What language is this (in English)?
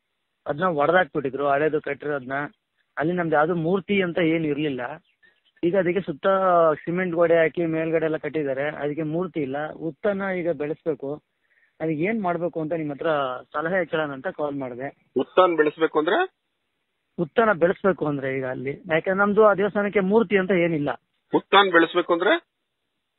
Kannada